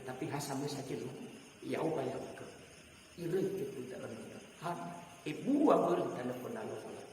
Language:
Nias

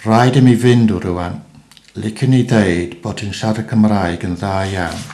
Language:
Welsh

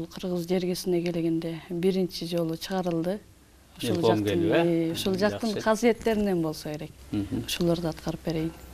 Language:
Kyrgyz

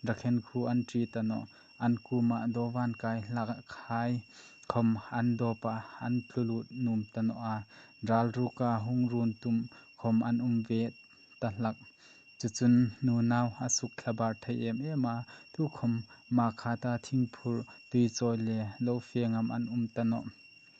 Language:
Hmar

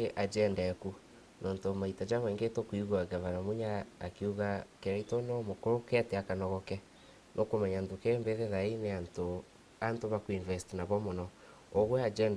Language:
Meru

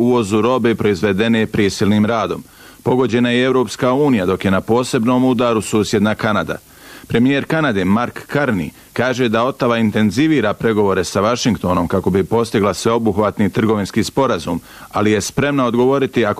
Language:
Bosnian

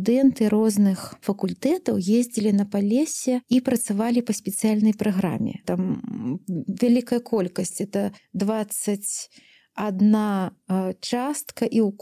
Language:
Belarusian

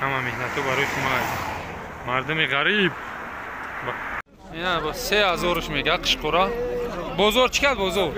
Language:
Tajik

